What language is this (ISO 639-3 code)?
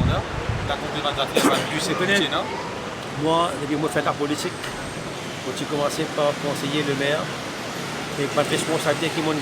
mfe